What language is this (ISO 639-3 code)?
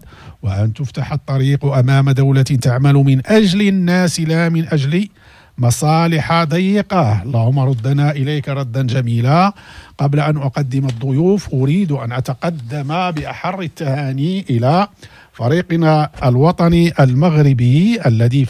ara